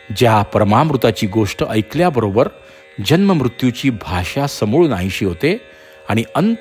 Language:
Marathi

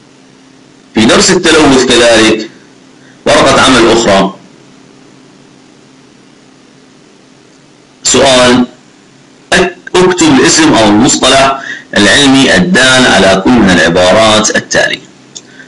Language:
Arabic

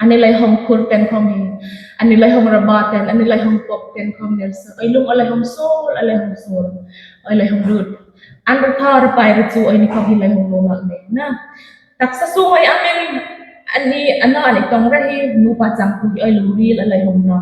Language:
Hmar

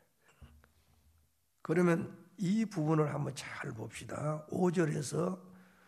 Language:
Korean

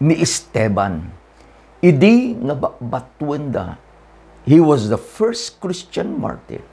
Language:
Iloko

